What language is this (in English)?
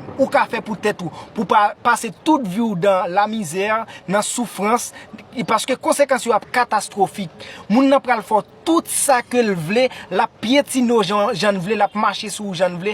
Haitian Creole